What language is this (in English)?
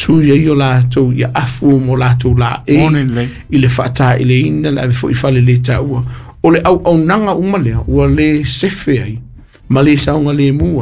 Samoan